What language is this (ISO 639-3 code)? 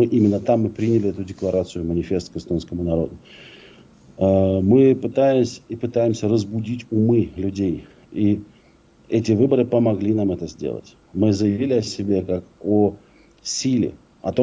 rus